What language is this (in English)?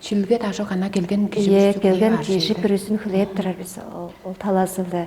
Tuvinian